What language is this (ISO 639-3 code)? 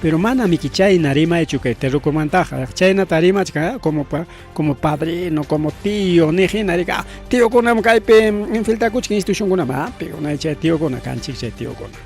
quy